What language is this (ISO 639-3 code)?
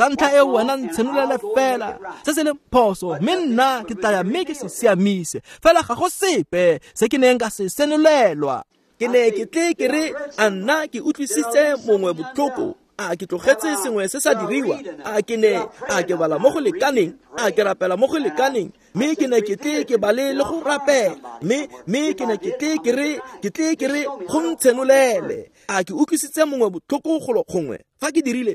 tsn